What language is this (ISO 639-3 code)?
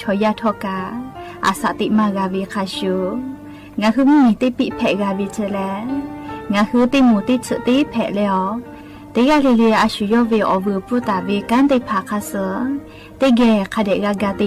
lhu